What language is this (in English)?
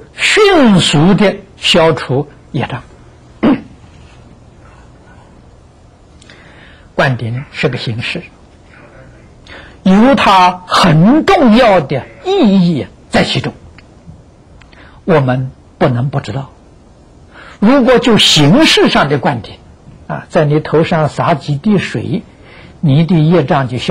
Chinese